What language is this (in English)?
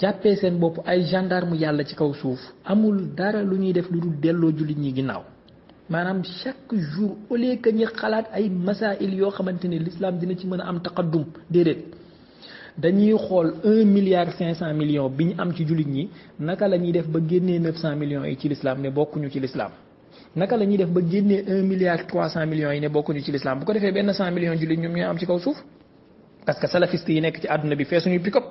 Wolof